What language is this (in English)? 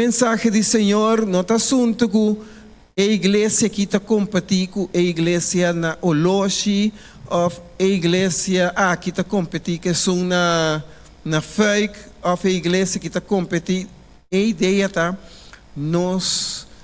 Papiamento